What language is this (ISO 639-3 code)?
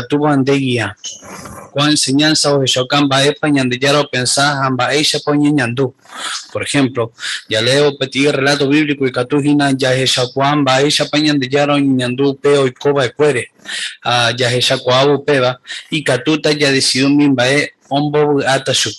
grn